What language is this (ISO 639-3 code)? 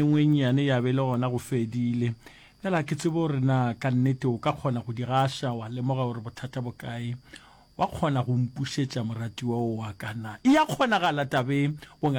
nso